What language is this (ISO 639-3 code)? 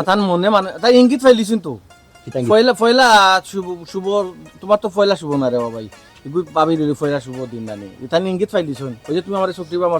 syl